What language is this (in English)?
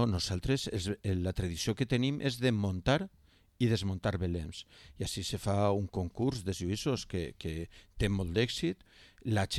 Catalan